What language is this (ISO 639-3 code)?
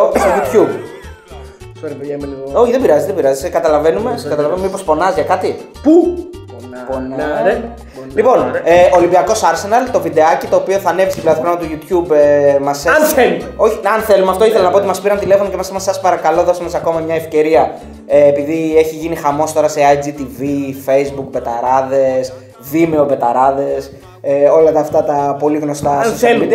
ell